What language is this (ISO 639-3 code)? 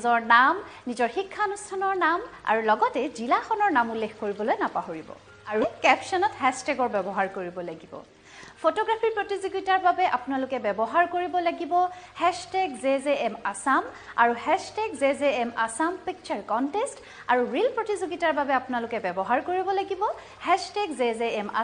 asm